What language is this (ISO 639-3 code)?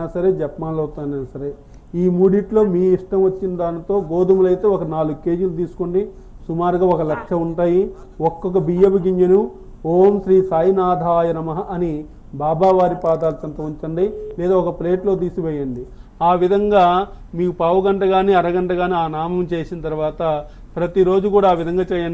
tel